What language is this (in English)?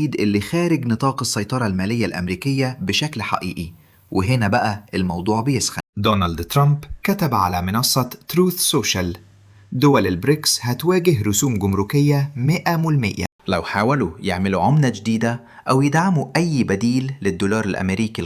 Egyptian Arabic